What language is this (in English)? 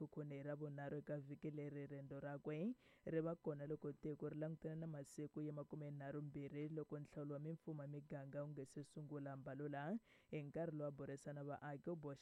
Tsonga